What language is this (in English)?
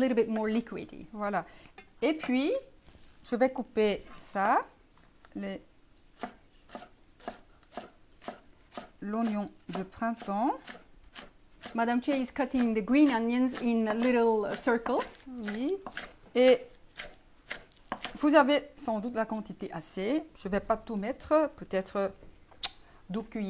French